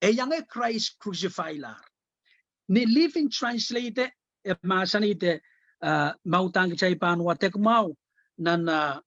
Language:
Pohnpeian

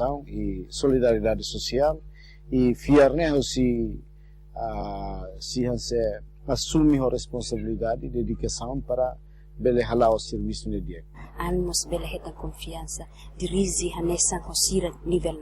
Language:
Tetum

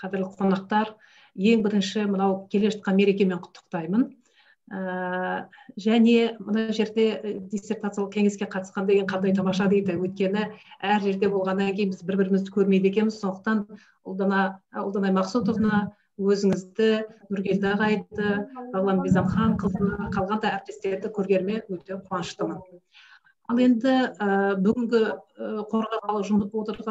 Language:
Kazakh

